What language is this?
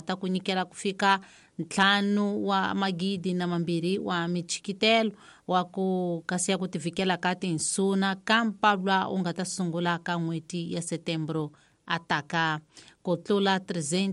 Tsonga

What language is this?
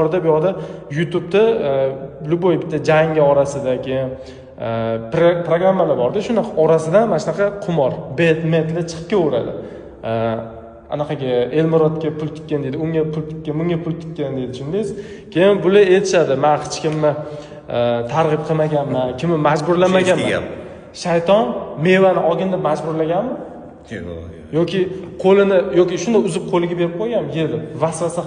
Uzbek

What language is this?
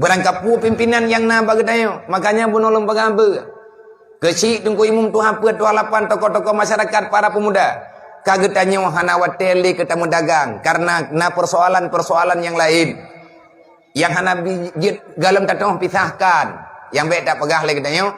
Achinese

